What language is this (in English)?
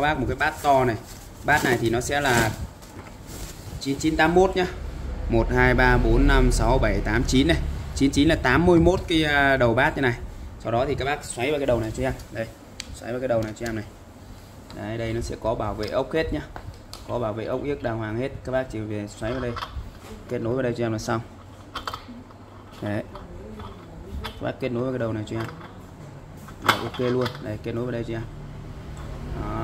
Vietnamese